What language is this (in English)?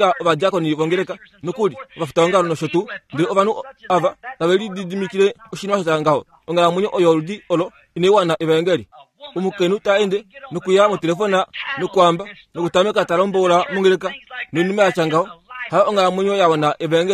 Kuanyama